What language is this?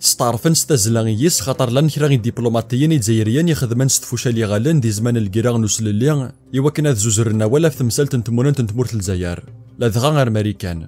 Kabyle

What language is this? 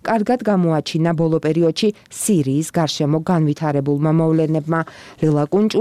Georgian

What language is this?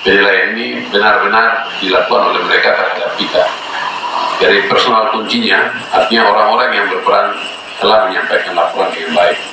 Indonesian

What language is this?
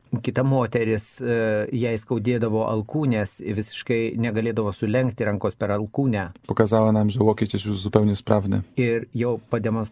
Lithuanian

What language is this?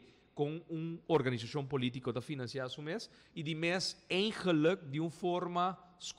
Papiamento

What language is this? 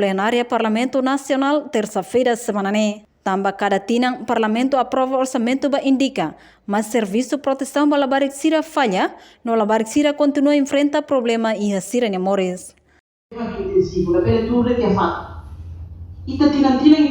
Tetum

